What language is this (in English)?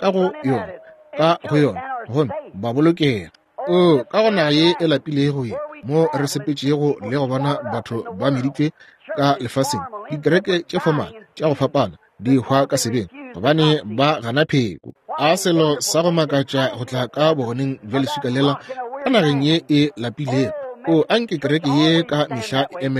Northern Sotho